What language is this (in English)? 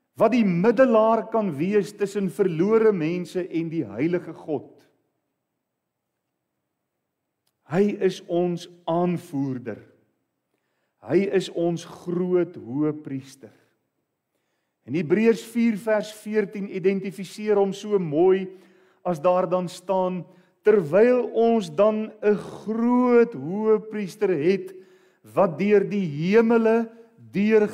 Afrikaans